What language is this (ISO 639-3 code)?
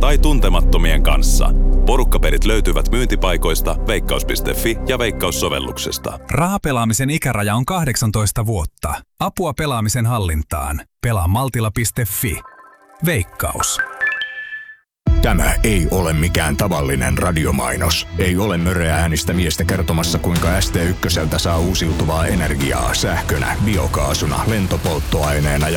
fin